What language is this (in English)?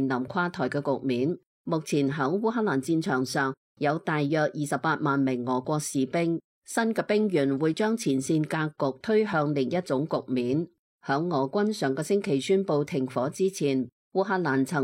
Cantonese